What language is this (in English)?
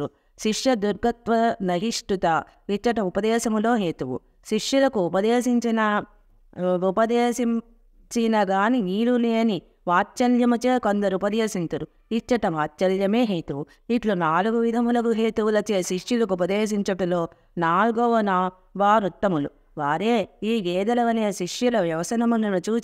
Telugu